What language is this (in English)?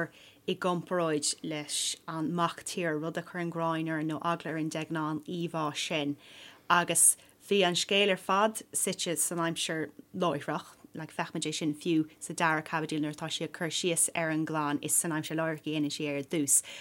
Irish